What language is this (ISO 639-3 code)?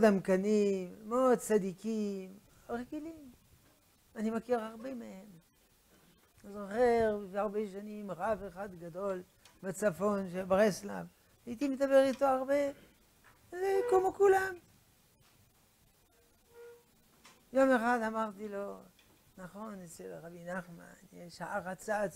heb